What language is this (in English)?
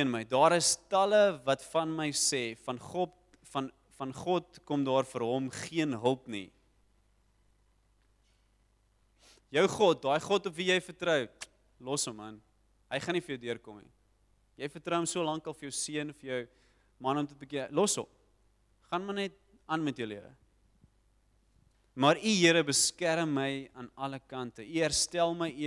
Afrikaans